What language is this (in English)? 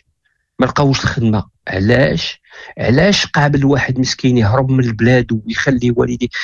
Moroccan Arabic